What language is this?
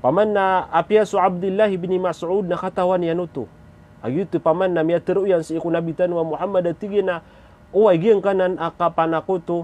Maranao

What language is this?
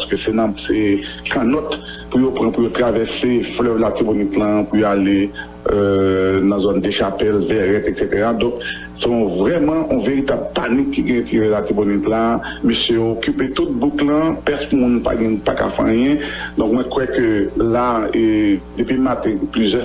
Haitian Creole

